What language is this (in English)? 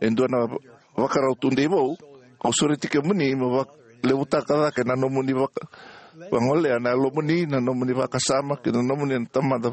Fijian